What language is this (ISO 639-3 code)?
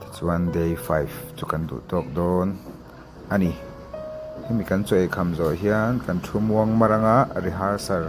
lus